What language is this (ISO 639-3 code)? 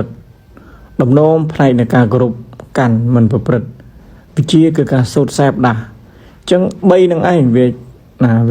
khm